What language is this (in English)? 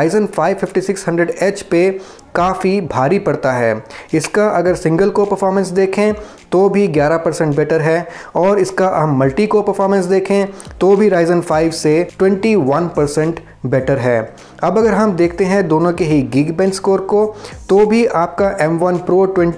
Hindi